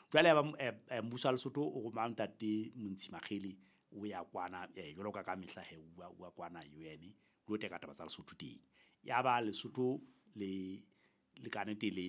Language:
Southern Sotho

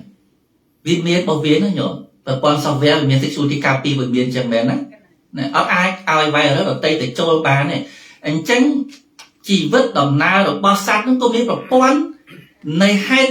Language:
Khmer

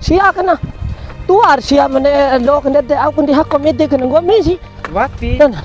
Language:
Bima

